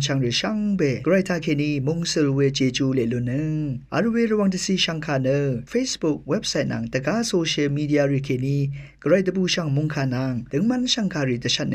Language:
Rawang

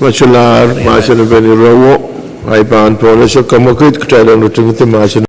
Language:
Pohnpeian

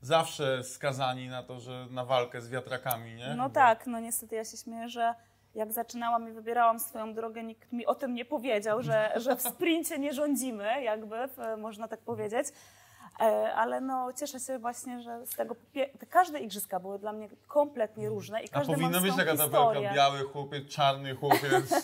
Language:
Polish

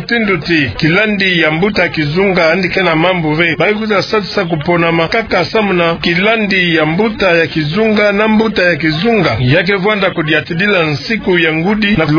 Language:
Kituba (Democratic Republic of Congo)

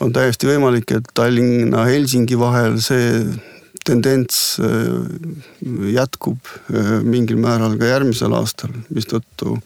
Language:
Estonian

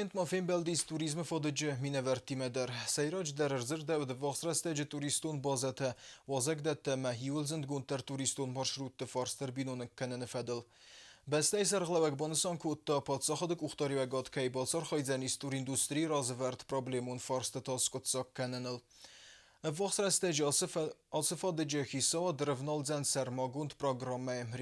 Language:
Ossetic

